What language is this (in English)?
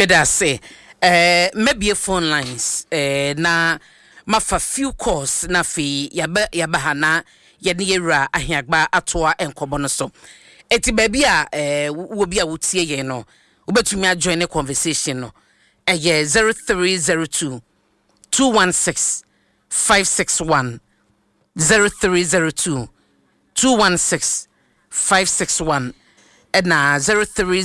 Akan